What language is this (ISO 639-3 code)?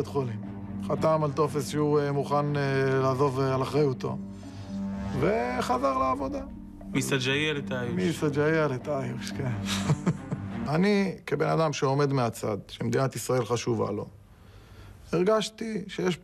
heb